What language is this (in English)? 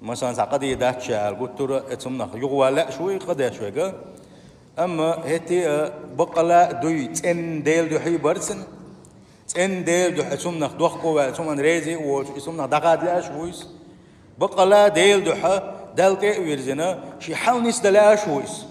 Chechen